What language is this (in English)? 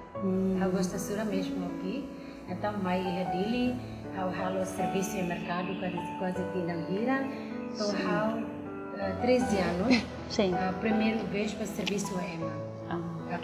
Tetum